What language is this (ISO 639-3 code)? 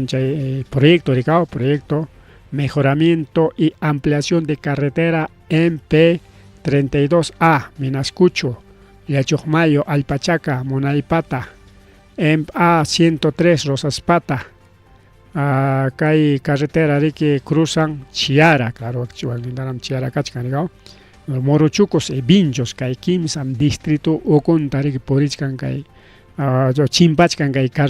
quy